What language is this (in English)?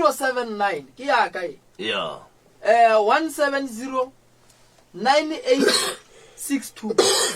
Northern Sotho